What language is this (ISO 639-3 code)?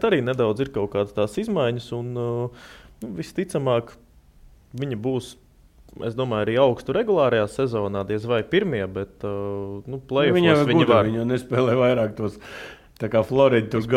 lav